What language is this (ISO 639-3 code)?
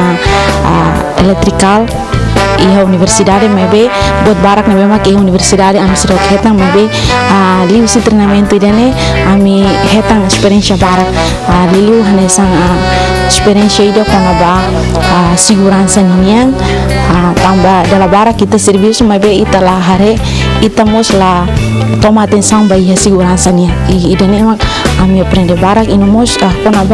tet